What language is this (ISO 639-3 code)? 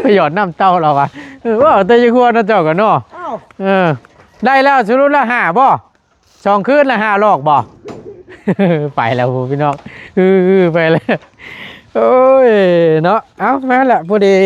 tts